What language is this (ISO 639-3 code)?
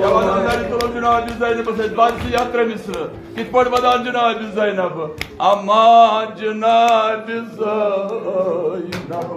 kas